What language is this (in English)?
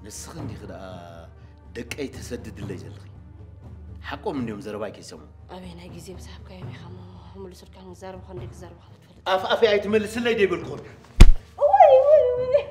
Tigrinya